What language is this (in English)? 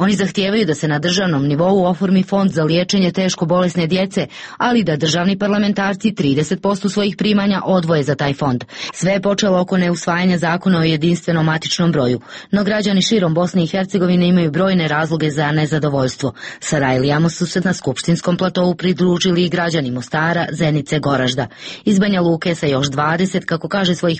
Serbian